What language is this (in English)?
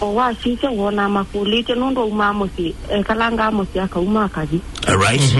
Kamba